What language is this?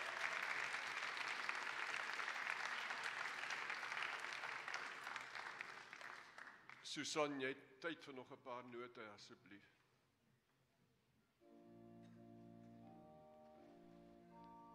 Afrikaans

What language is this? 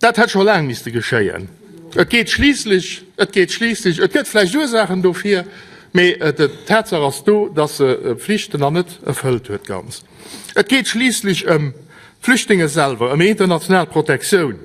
Luxembourgish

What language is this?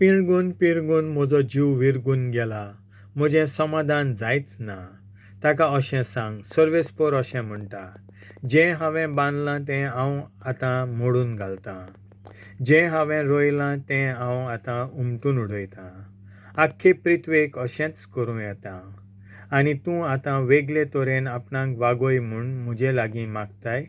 Konkani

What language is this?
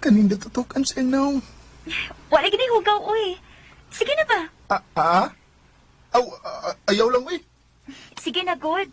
Cebuano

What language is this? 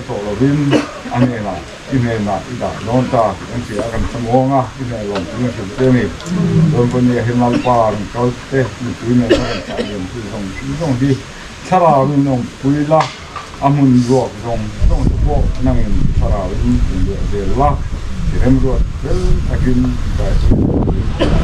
Mizo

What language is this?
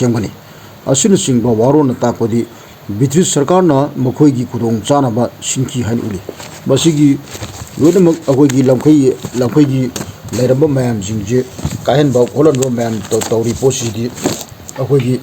Manipuri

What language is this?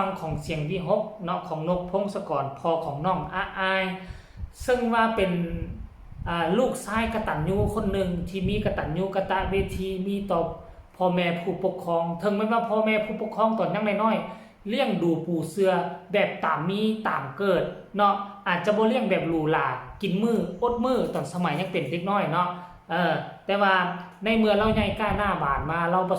Northeastern Thai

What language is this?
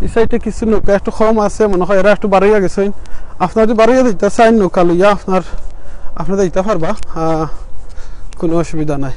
Sylheti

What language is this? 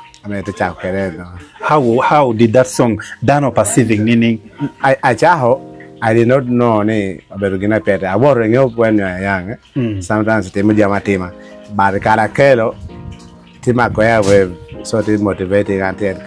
Acoli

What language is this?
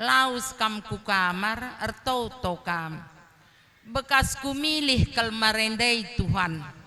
Batak Karo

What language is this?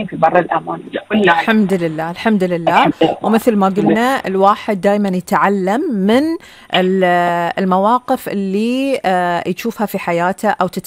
Gulf Arabic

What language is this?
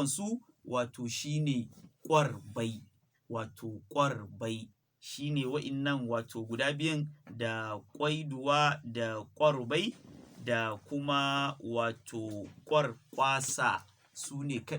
Hausa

